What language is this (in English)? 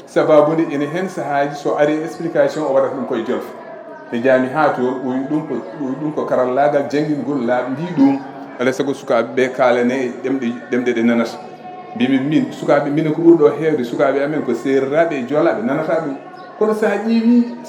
Fula